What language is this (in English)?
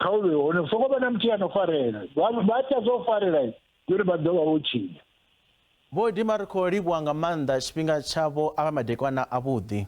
Venda